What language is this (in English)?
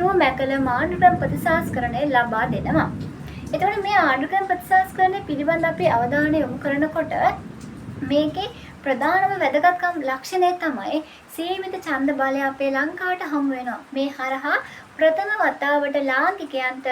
Sinhala